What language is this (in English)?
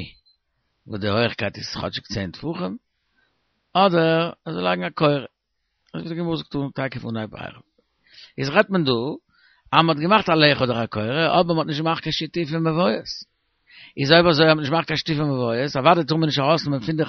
Yiddish